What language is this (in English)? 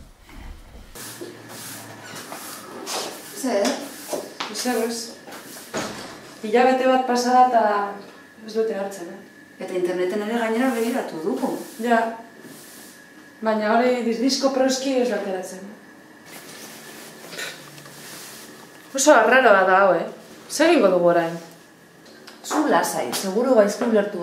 Basque